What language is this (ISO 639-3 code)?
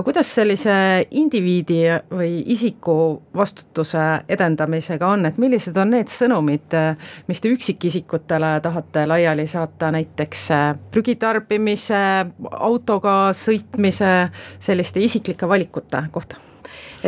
est